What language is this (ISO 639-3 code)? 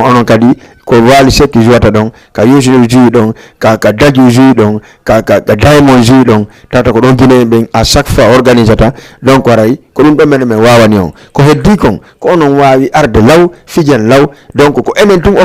ful